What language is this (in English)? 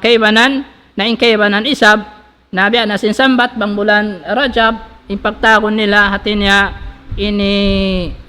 Tausug